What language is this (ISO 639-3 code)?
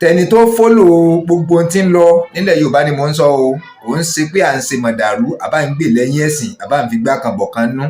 yor